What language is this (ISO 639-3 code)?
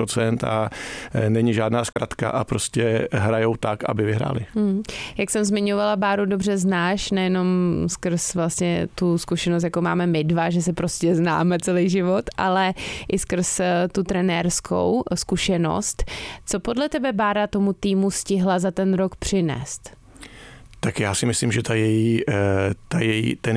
ces